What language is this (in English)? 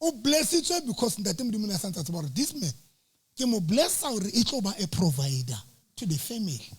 Southern Sotho